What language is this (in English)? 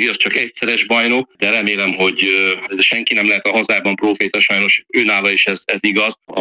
Hungarian